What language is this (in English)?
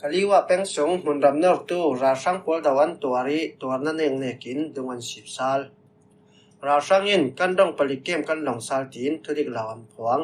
Falam Chin